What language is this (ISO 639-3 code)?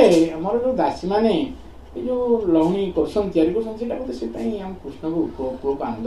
ori